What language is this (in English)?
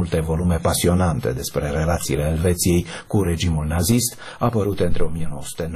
Romanian